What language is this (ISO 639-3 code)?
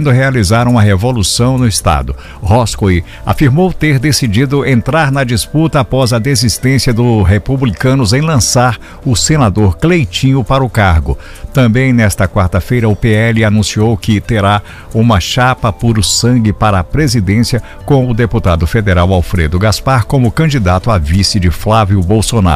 por